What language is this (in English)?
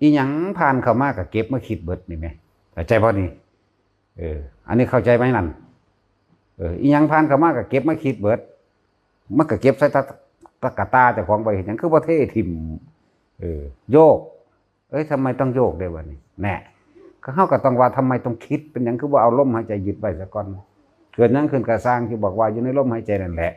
Northeastern Thai